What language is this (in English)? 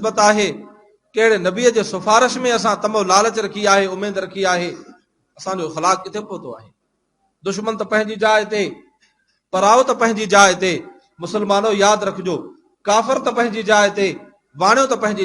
Sindhi